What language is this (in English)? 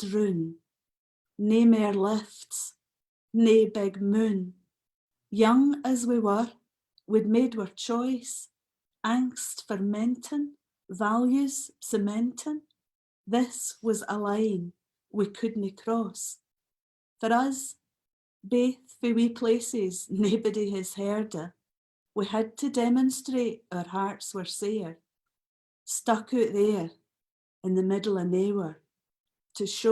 Scots